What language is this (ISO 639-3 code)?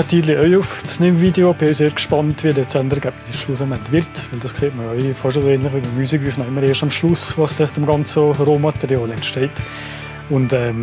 gsw